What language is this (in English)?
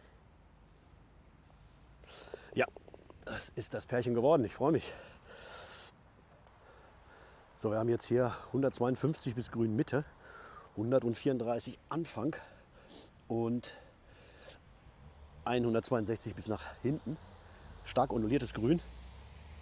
German